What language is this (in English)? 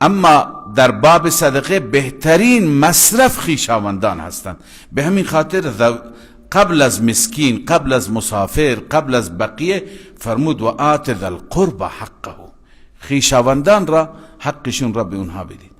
Persian